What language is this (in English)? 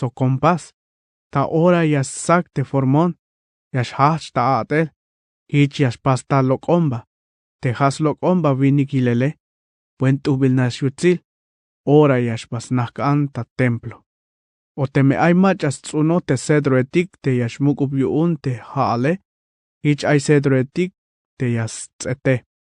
Tzeltal